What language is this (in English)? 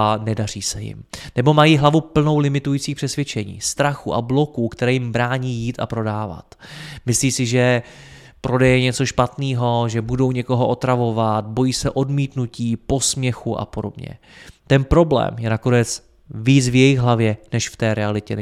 Czech